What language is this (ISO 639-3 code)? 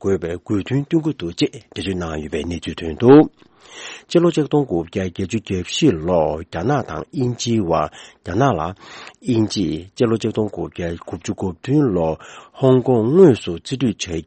bod